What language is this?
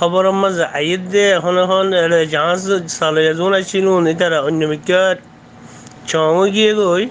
Rohingya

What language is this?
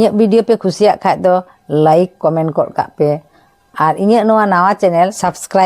Santali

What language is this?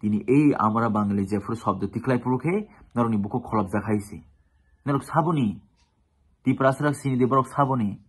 Kok Borok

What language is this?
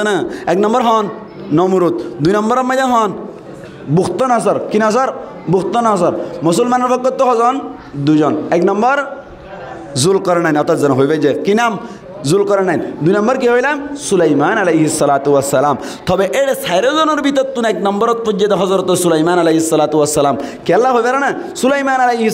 Rohingya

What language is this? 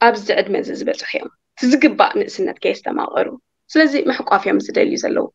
Tigrinya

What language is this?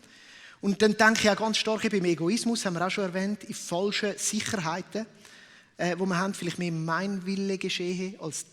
Swiss German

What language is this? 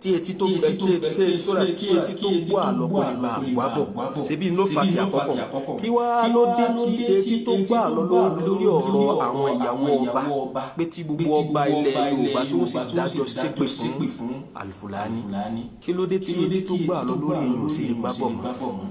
Yoruba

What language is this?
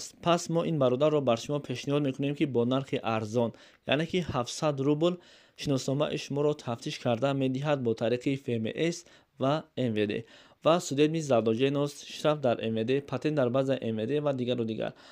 Tajik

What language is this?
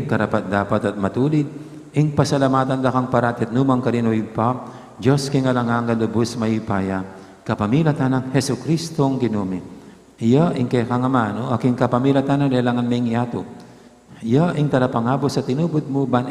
Pampanga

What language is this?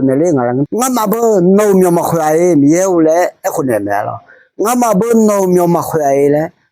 Akha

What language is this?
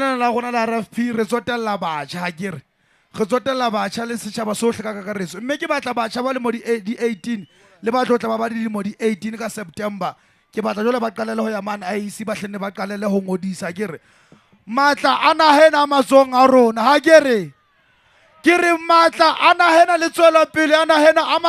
Southern Sotho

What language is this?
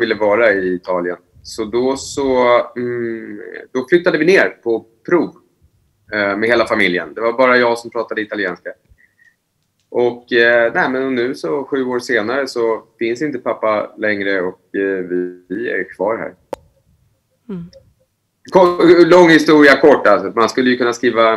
Swedish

